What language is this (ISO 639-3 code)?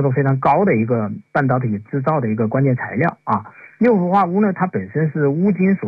zho